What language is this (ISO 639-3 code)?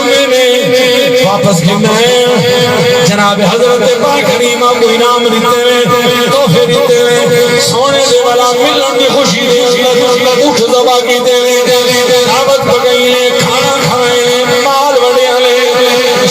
skr